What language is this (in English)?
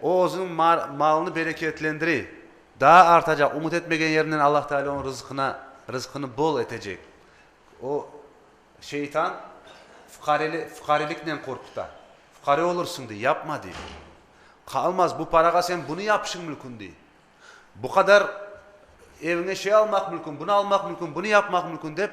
Crimean Tatar